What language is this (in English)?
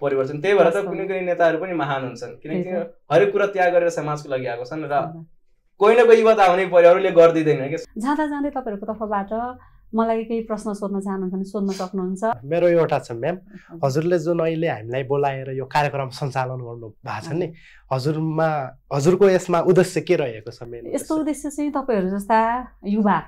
Nepali